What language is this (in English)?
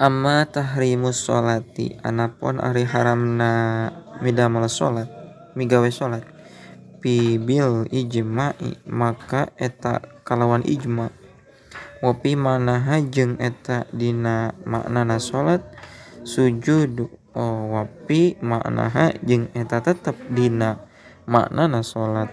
Sundanese